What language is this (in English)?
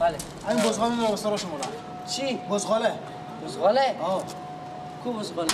Persian